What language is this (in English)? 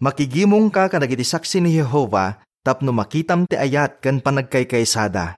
Iloko